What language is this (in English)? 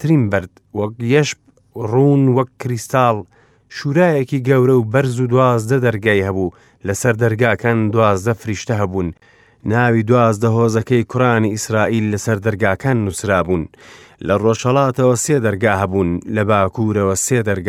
Central Kurdish